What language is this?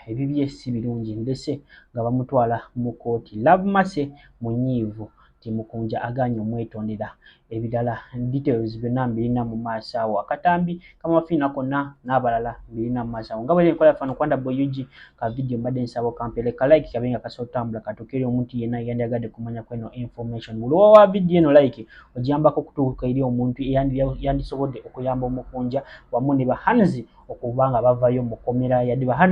Ganda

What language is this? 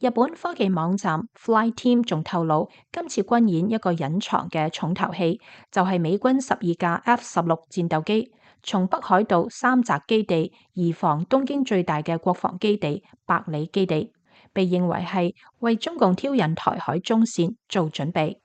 Cantonese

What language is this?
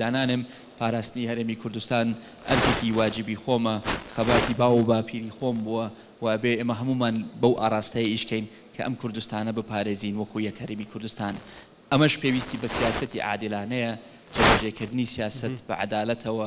Central Kurdish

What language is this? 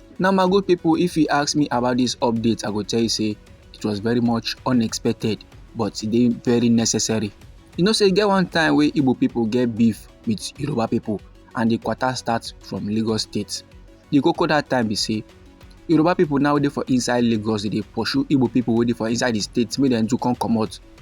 Nigerian Pidgin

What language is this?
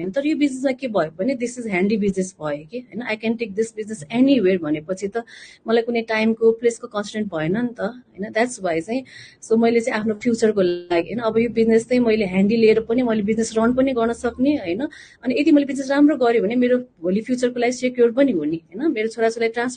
Nepali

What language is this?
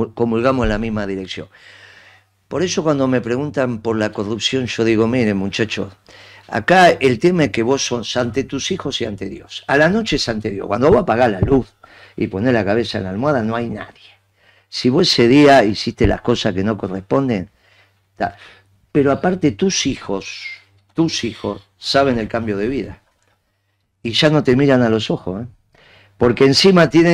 Spanish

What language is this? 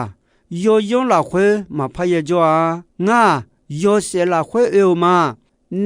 Akha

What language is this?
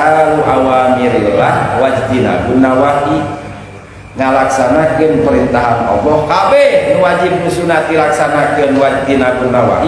Sundanese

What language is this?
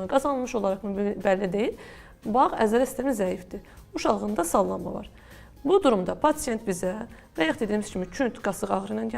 Azerbaijani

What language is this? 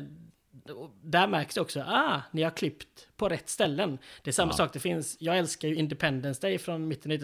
Swedish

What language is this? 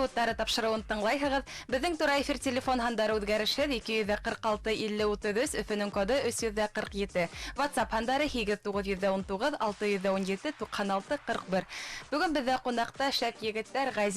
Bashkir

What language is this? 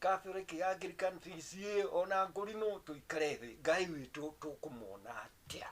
Kikuyu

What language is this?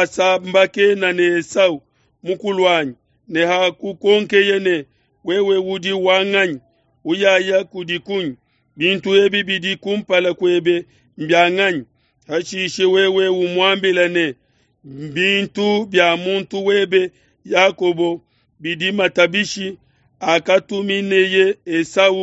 Luba-Lulua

